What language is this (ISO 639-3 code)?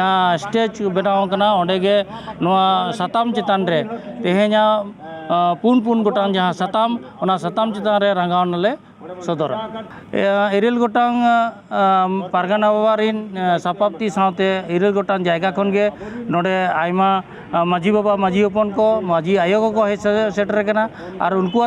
sat